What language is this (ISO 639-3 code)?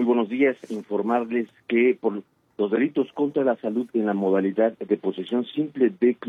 spa